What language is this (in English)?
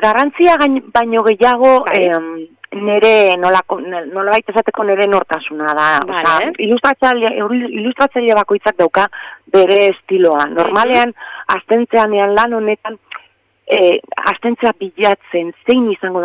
Basque